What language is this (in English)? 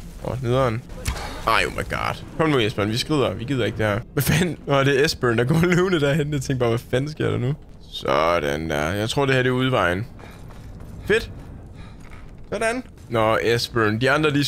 Danish